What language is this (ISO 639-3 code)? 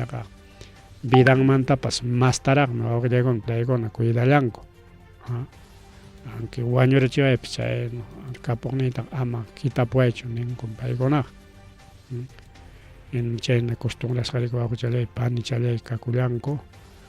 quy